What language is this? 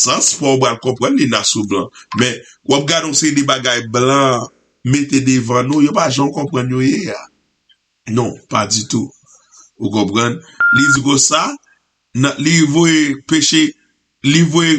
Haitian Creole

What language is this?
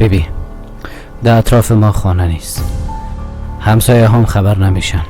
Persian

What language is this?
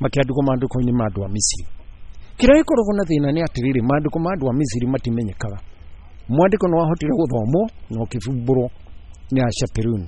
Kikuyu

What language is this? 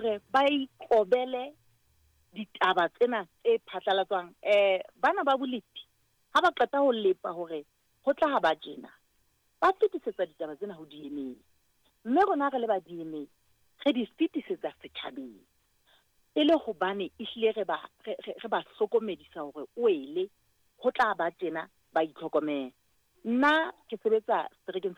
Southern Sotho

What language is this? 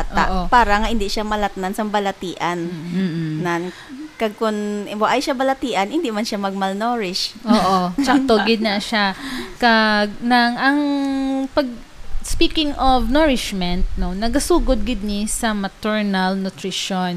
Hiligaynon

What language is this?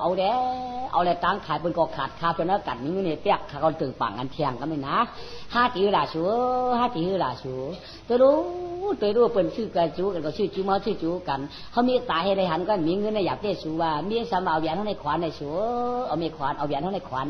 Shan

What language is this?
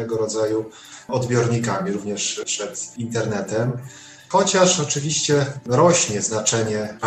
Polish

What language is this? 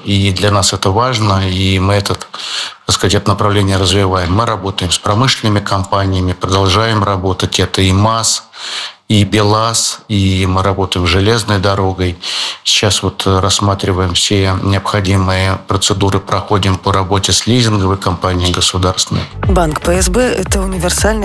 Russian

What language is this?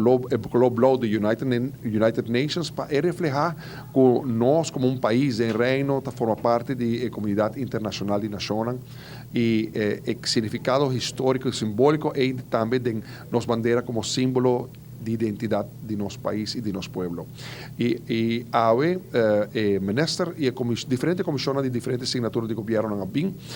Papiamento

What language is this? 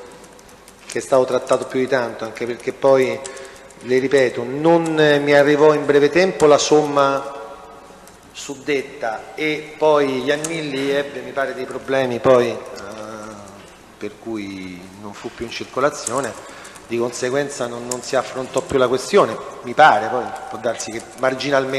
Italian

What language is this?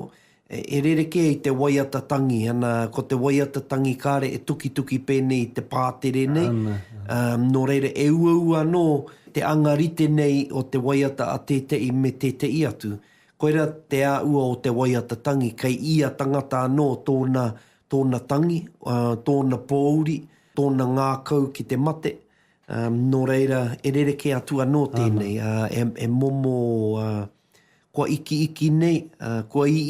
Māori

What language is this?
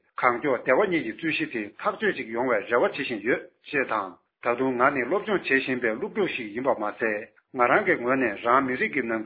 Tibetan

